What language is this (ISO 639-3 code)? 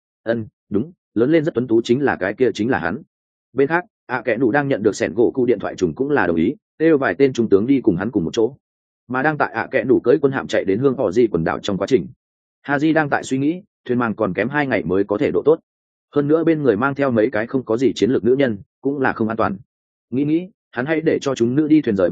vie